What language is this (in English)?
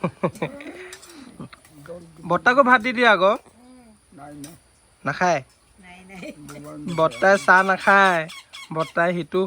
Assamese